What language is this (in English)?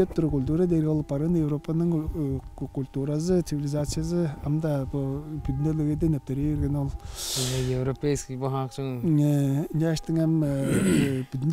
Tuvinian